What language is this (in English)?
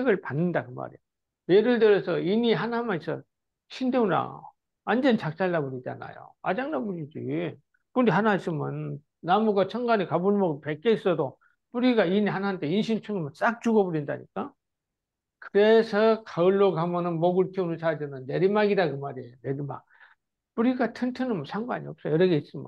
Korean